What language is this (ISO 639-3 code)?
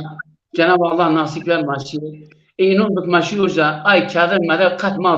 zza